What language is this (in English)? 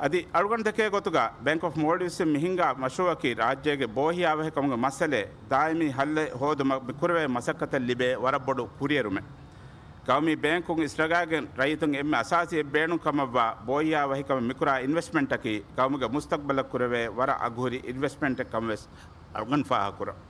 Divehi